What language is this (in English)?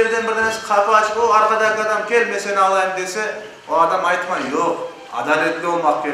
Crimean Tatar